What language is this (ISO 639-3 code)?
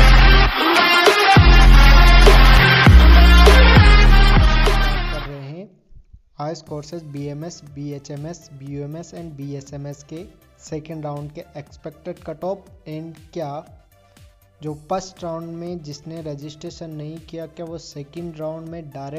hin